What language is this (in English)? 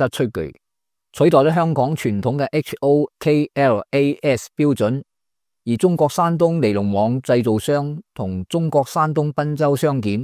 Cantonese